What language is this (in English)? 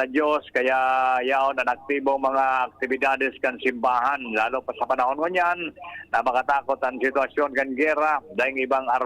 Bikol